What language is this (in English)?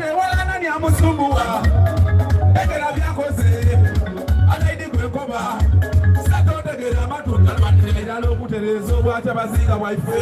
Soga